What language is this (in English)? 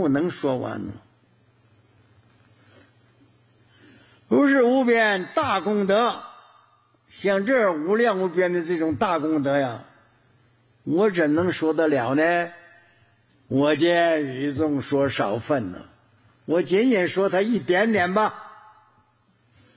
Chinese